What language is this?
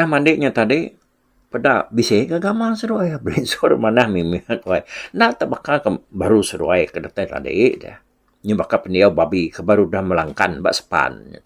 Iban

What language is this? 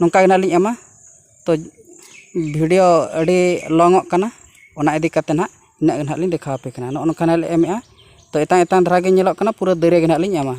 Santali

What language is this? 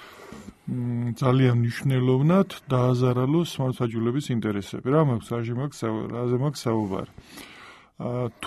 Georgian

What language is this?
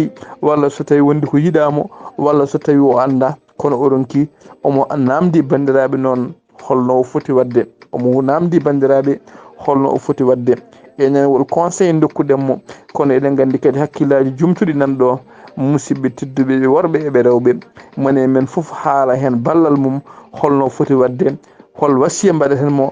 Fula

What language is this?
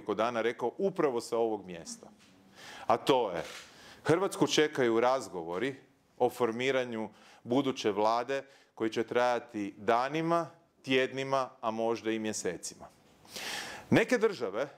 Croatian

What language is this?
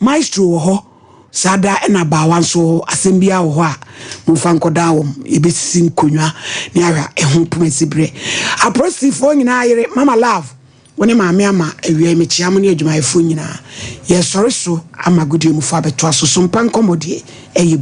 Akan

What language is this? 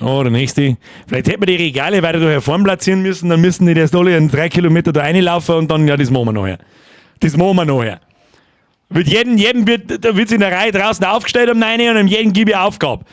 Bavarian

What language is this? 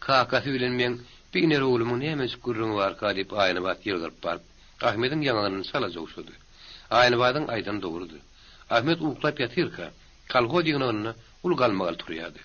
Turkmen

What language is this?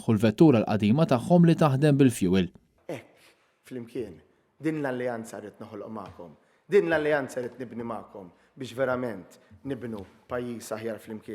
Maltese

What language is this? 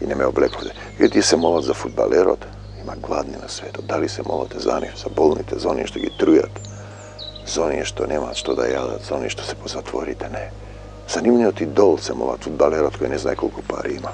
Macedonian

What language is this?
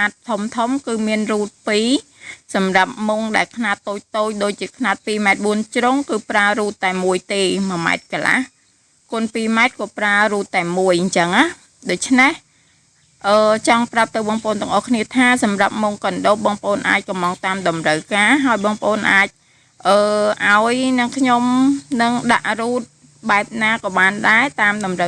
Khmer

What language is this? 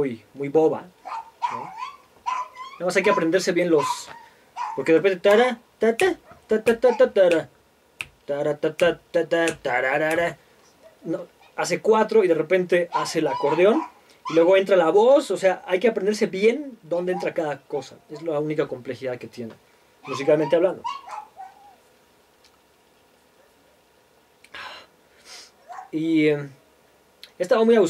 Spanish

